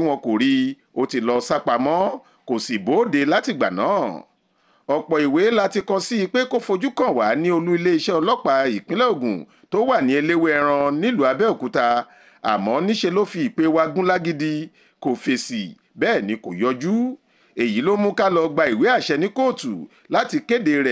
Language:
Yoruba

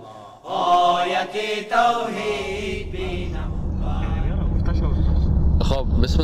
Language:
Persian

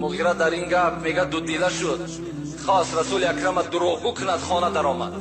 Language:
Tajik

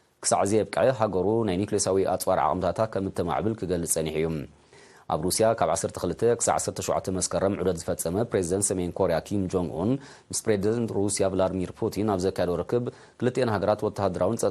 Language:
Tigrinya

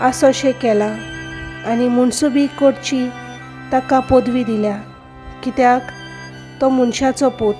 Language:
Konkani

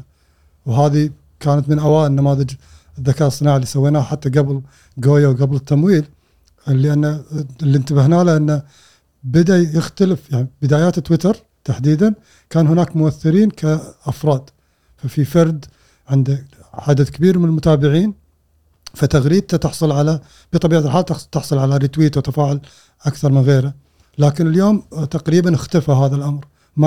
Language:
Gulf Arabic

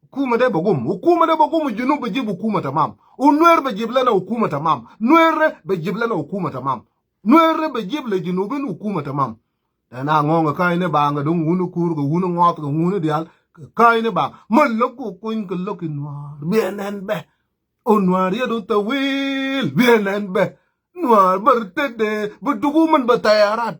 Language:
Nuer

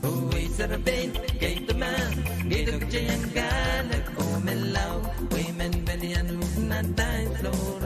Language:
Pohnpeian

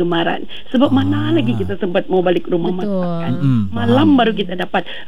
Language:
Malay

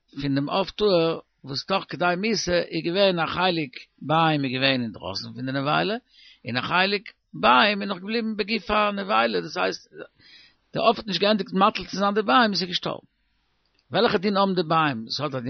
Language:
Yiddish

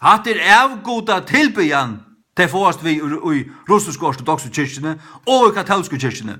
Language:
Faroese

